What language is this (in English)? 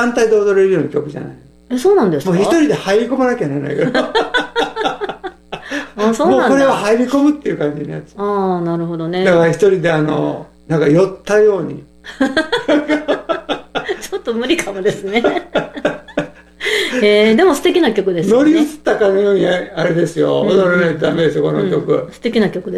Japanese